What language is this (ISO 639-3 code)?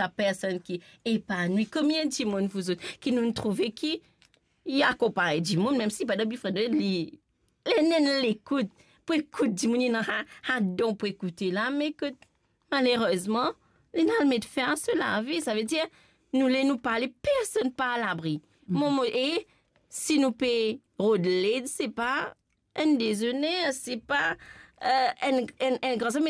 mfe